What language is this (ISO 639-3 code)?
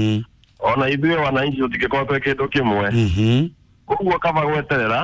kik